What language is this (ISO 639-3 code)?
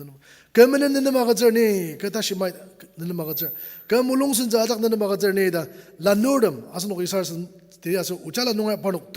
njo